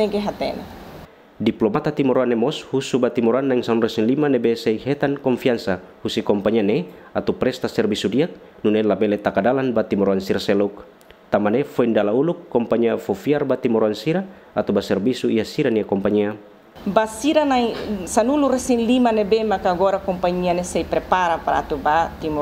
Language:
Tetum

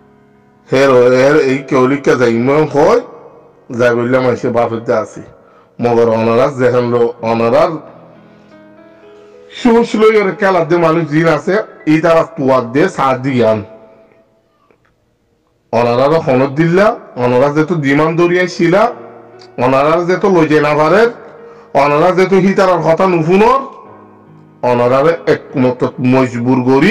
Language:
Rohingya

